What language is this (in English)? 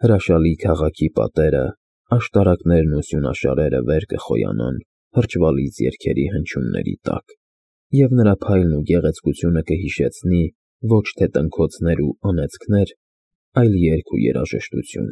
Armenian